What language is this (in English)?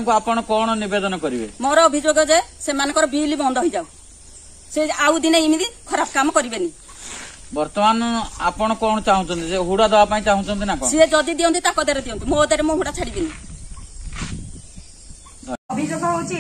Odia